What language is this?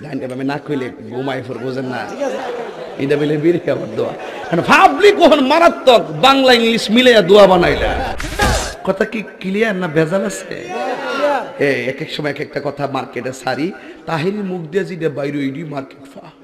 Sylheti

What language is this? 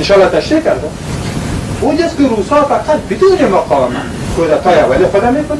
Persian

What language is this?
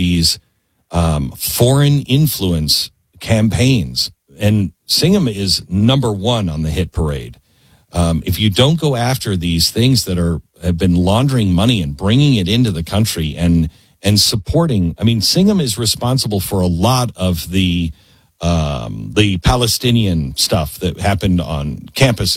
English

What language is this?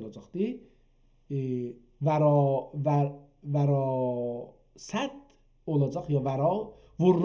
South Azerbaijani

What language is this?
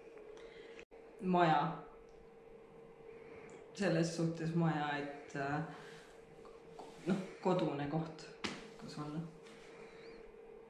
Estonian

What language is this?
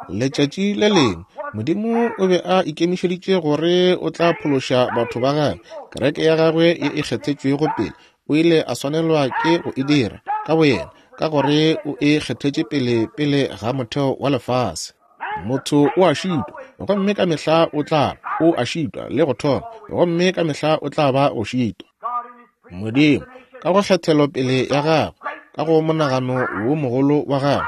Northern Sotho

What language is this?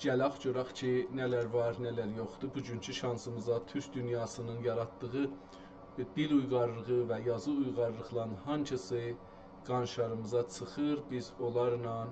South Azerbaijani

